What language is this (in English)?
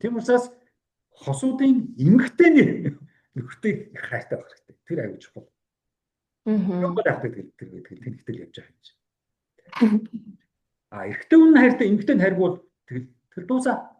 Mongolian